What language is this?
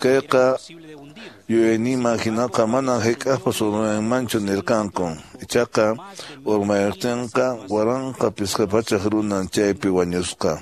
Quechua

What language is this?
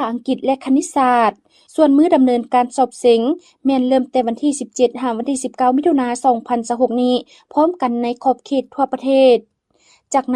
Lao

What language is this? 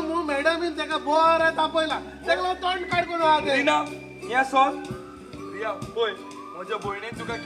Konkani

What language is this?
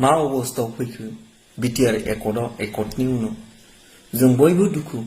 Bodo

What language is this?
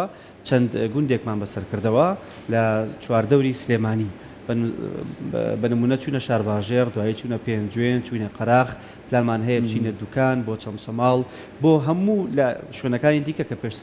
Central Kurdish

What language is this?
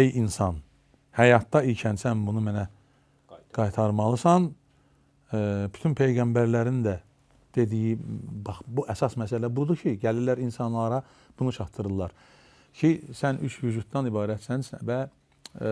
Azerbaijani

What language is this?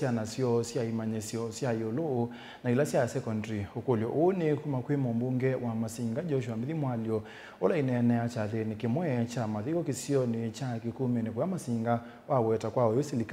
Kamba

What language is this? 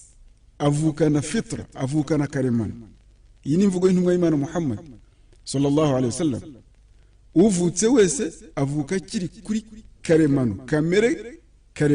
Kinyarwanda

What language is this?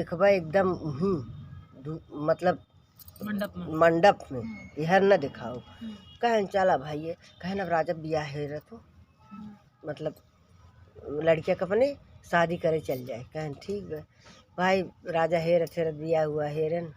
Awadhi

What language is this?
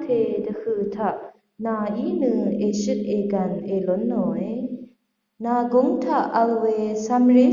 Rawang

